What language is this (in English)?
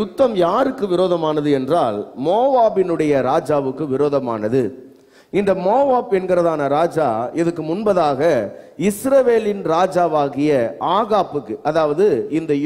Tamil